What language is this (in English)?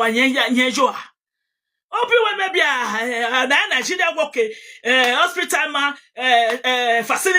Nigerian Pidgin